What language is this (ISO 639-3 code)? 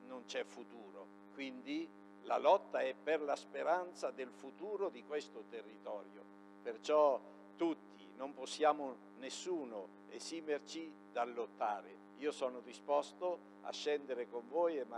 ita